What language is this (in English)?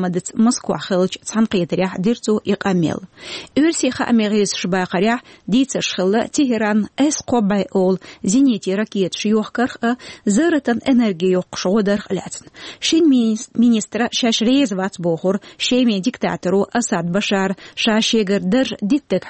Chechen